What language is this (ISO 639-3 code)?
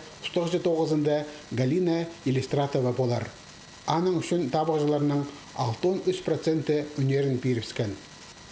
kjh